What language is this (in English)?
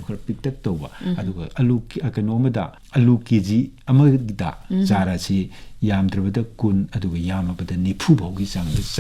Manipuri